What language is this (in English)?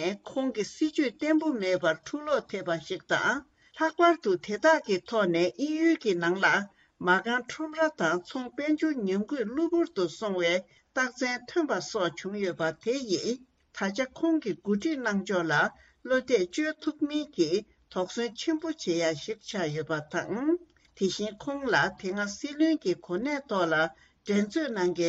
Tibetan